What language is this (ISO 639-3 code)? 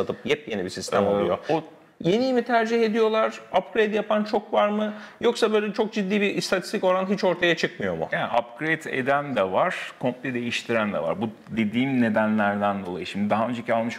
tur